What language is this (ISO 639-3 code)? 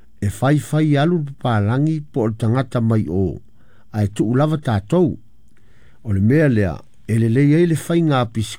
smo